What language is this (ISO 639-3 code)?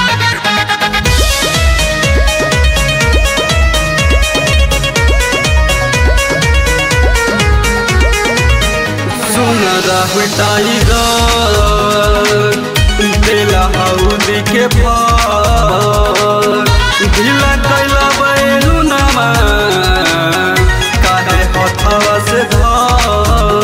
bho